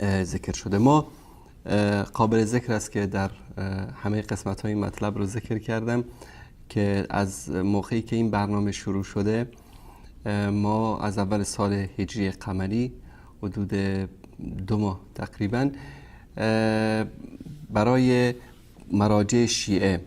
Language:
Persian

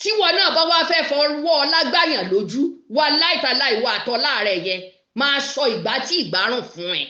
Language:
Yoruba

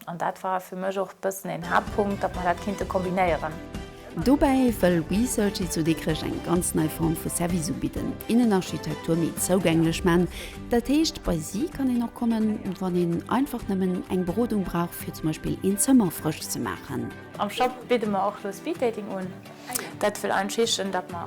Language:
Luxembourgish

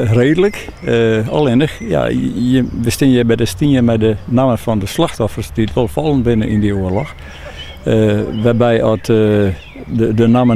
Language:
Western Frisian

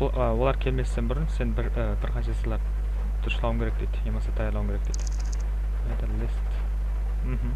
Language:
Kara-Kalpak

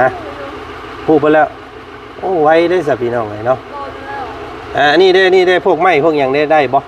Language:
Lao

